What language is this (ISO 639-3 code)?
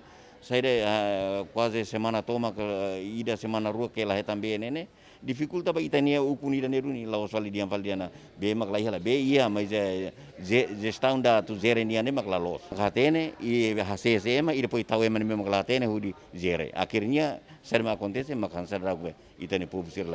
tet